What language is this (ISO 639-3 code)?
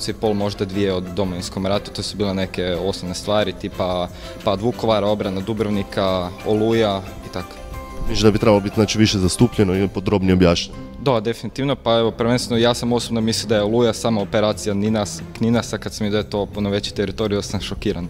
hrv